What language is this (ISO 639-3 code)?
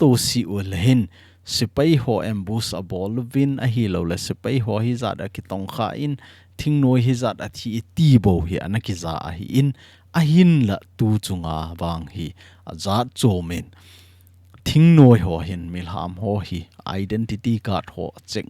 tcz